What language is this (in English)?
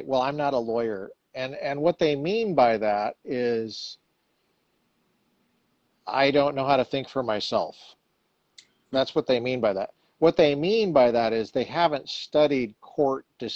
English